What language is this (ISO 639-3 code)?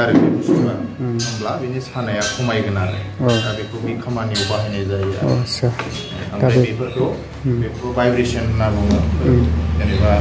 brx